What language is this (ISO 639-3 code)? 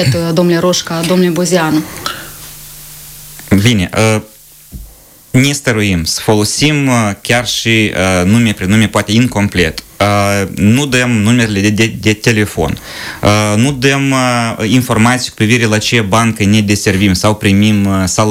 ron